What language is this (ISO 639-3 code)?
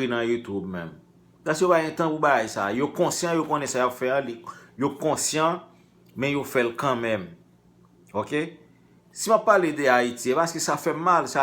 hat